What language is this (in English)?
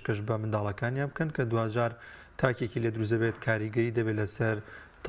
Central Kurdish